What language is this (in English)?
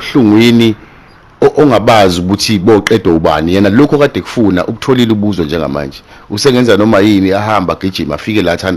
Zulu